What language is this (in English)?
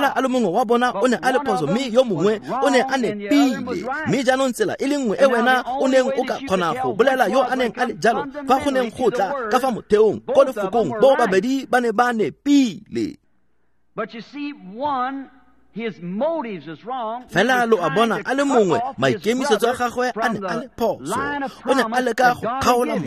Tswana